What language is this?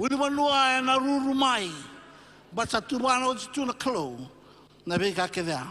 Fijian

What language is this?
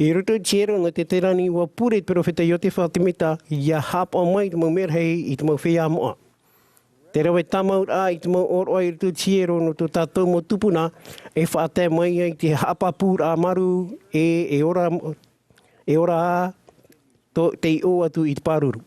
Tahitian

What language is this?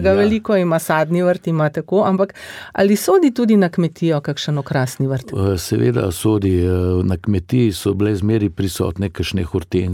Slovenian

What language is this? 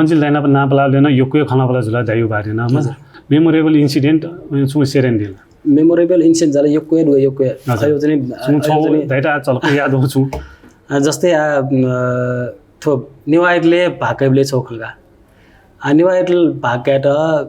Newari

